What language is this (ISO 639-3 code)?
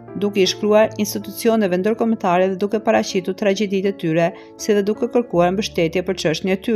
sqi